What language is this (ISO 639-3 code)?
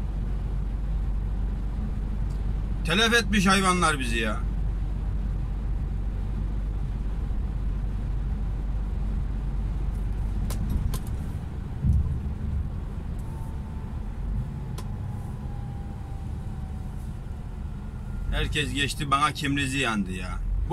tur